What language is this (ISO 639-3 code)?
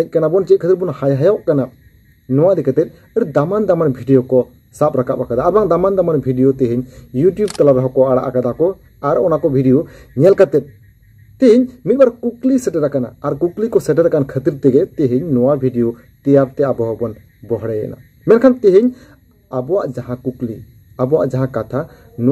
sat